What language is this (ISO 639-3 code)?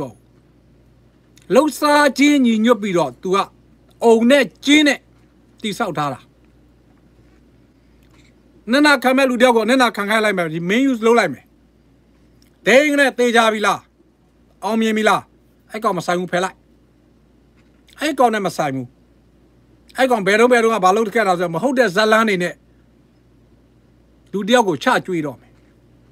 mya